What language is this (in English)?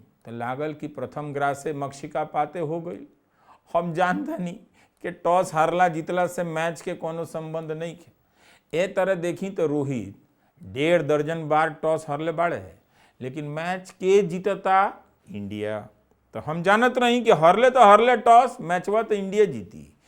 Bhojpuri